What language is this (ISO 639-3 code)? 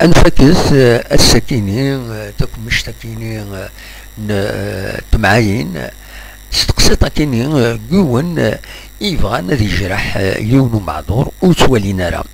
kab